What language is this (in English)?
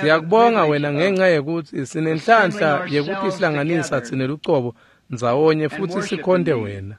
Swati